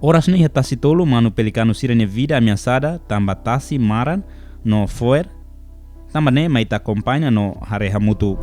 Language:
Tetum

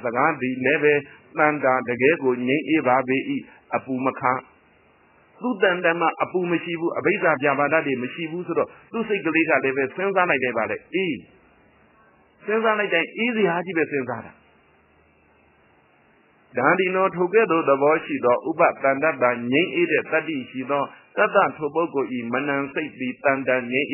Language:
Burmese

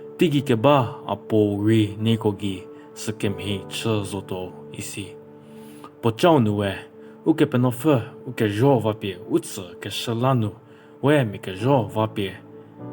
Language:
Angami Naga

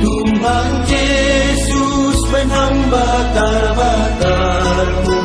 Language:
Batak Simalungun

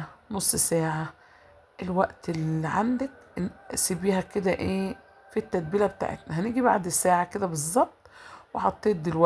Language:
Egyptian Arabic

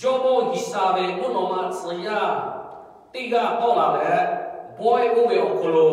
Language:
Lahu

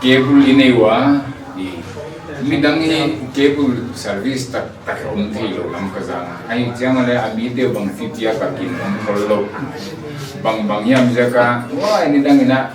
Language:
Paite Chin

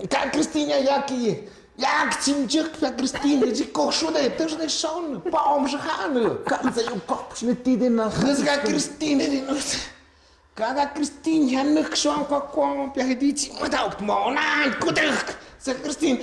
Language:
Tlahuitoltepec Mixe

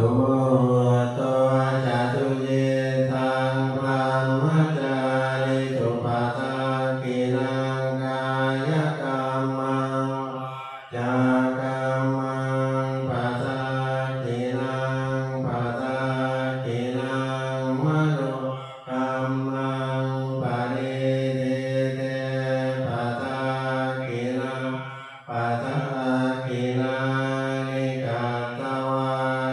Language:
Pali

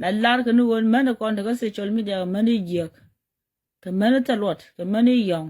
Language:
Nuer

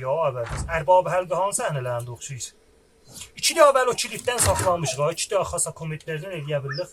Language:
South Azerbaijani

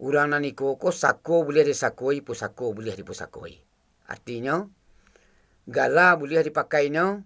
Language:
Minangkabau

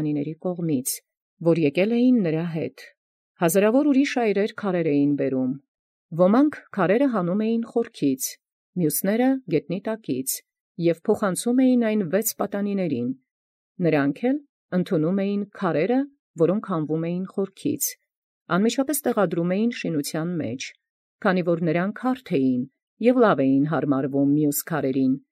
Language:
Armenian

